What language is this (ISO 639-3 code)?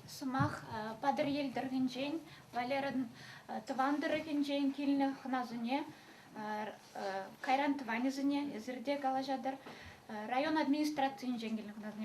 chv